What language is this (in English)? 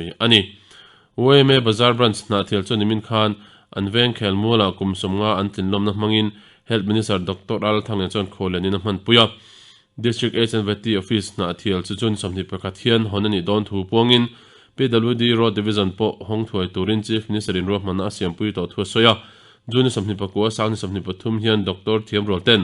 Mizo